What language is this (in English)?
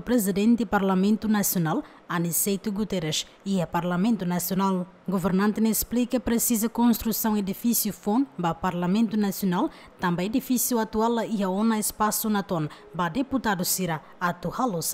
Tetum